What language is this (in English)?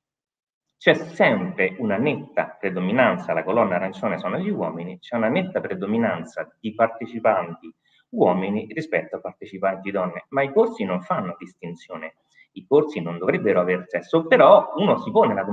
Italian